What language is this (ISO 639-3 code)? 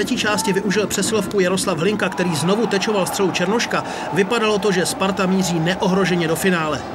ces